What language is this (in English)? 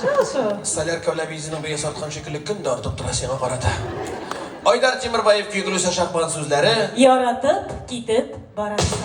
Bashkir